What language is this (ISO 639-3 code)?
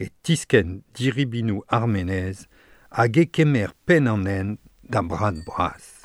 bre